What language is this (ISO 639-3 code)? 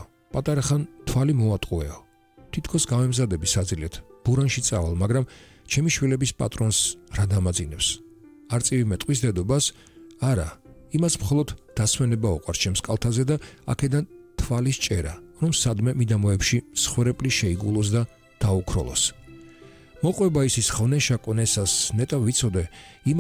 kat